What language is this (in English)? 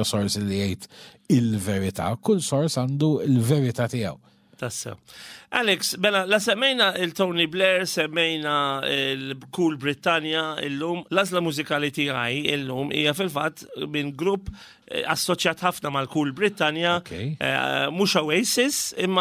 Maltese